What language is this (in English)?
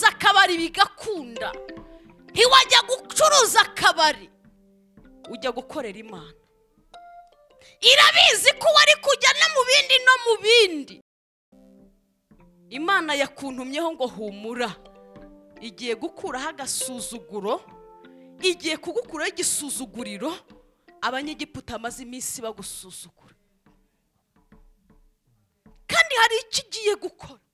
Kinyarwanda